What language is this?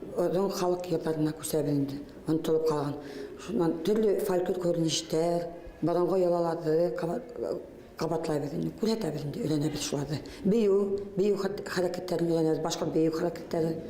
Bashkir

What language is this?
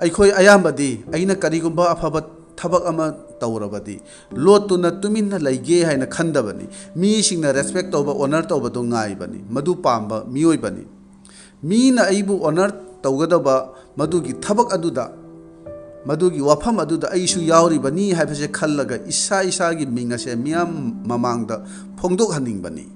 Manipuri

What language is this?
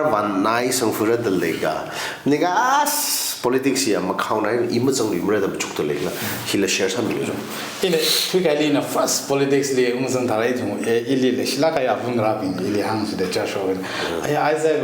Tangkhul Naga (India)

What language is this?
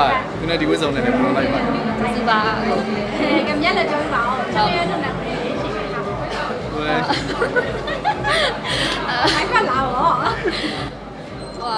Burmese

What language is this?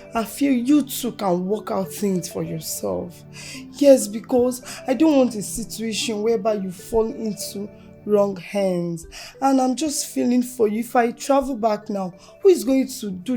Nigerian Pidgin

